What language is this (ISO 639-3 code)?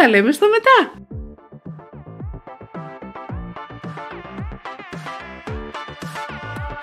ell